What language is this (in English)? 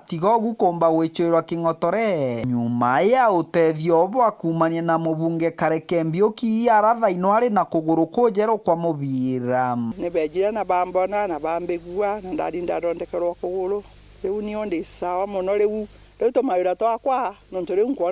Meru